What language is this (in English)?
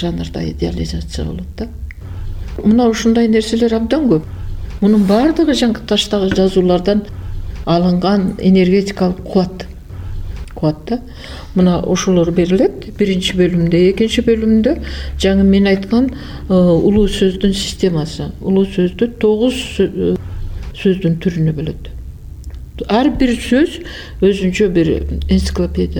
Kyrgyz